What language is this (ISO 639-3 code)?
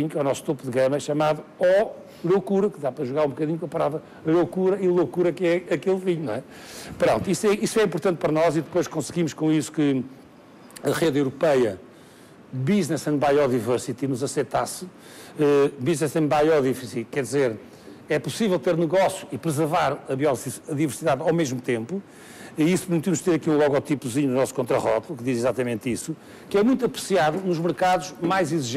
por